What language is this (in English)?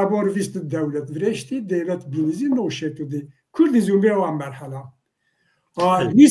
Zaza